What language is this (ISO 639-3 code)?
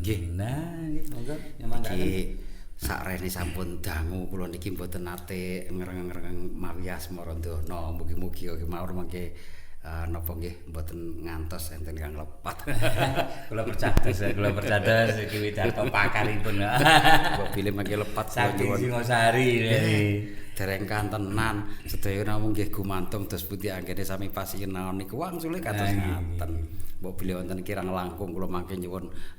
jav